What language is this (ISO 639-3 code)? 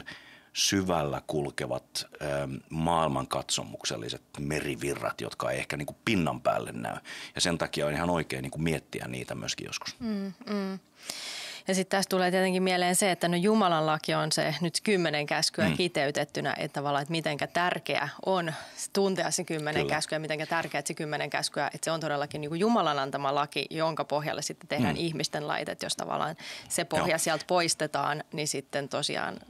fin